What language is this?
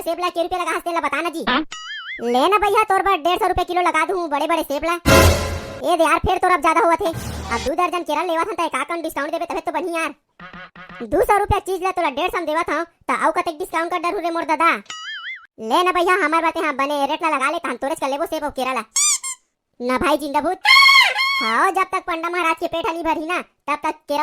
Chhattisgarhi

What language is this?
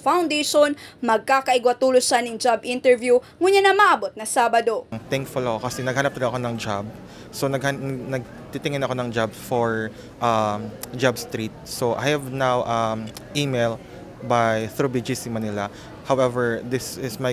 Bikol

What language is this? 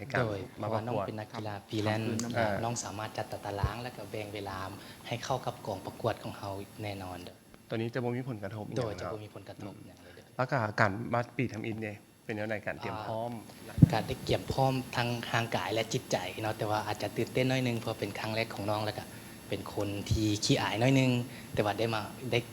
Lao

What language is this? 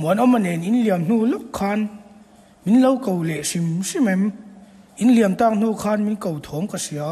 Mizo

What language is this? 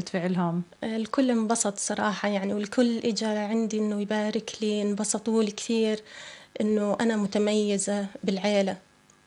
North Levantine Arabic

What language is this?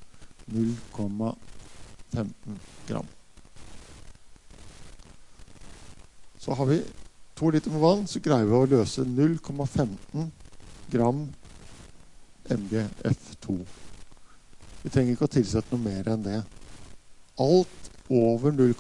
Norwegian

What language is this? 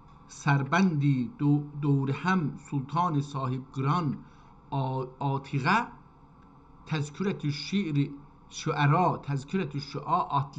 South Azerbaijani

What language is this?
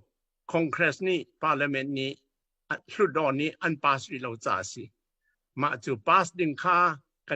Hakha Chin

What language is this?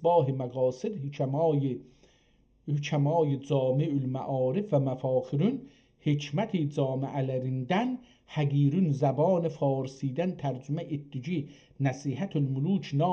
South Azerbaijani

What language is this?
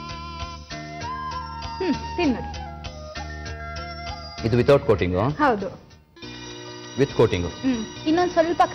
Kannada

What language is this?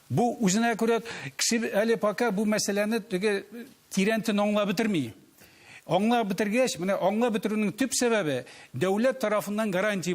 Tatar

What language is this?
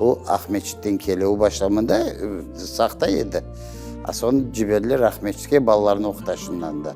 Crimean Tatar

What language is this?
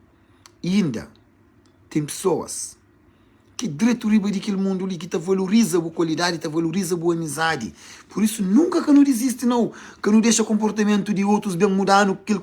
Kabuverdianu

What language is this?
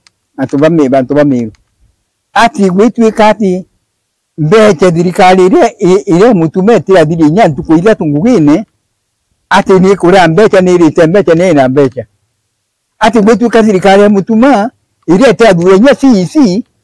Meru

